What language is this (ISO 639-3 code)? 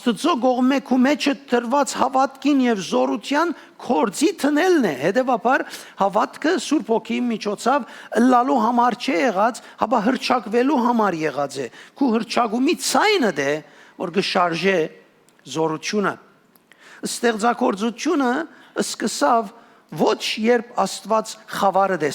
hyw